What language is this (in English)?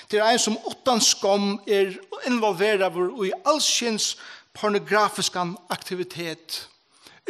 Faroese